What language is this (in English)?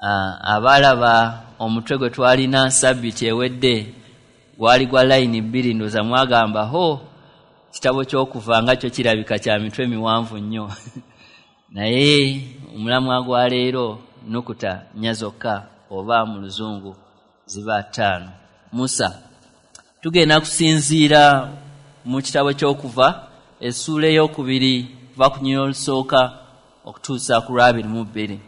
Ganda